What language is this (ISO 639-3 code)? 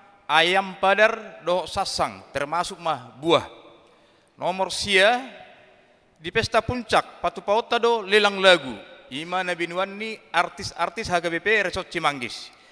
bbc